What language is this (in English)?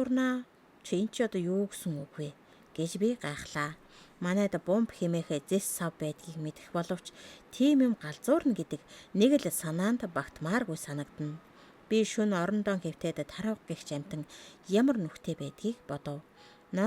Mongolian